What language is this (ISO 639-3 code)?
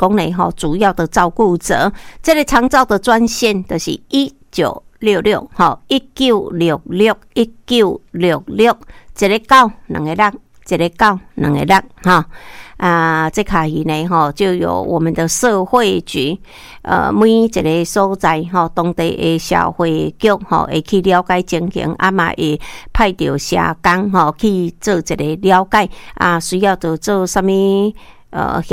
nan